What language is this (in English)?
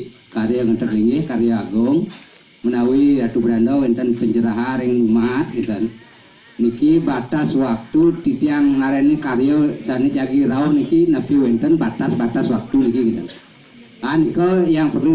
Balinese